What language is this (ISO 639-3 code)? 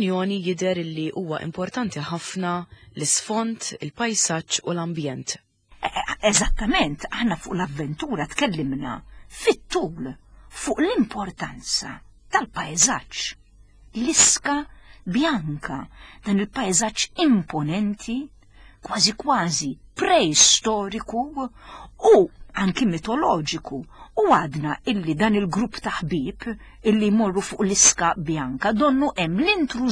mlt